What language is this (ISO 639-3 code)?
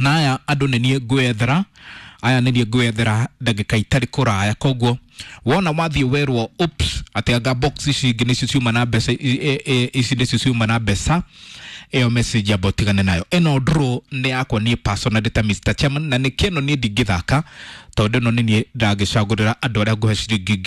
kik